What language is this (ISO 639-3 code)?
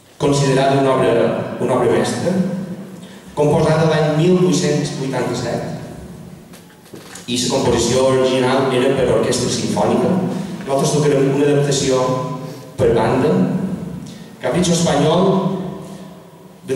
cat